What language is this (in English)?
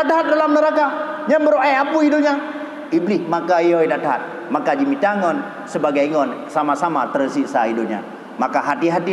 Achinese